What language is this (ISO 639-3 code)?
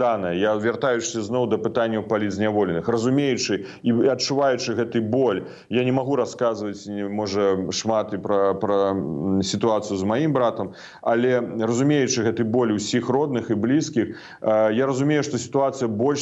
bel